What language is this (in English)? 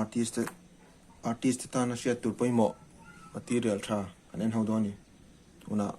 Mizo